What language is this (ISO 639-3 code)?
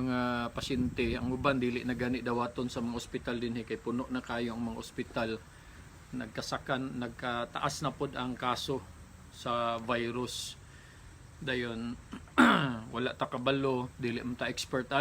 ceb